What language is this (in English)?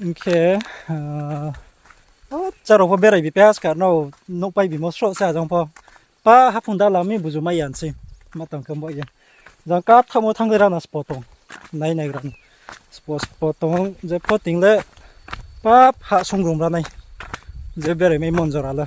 Riang (India)